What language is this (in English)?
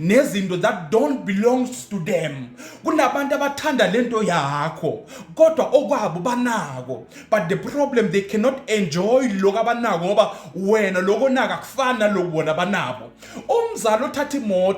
Zulu